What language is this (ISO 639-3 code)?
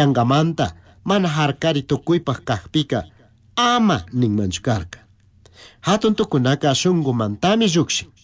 qug